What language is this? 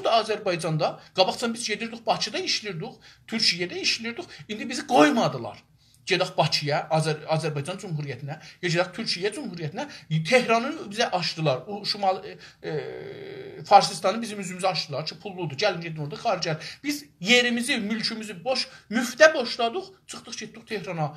South Azerbaijani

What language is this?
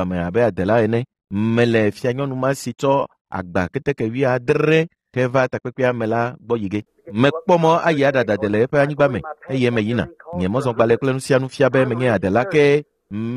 Ewe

